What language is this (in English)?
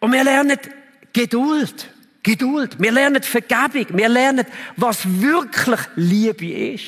Swiss German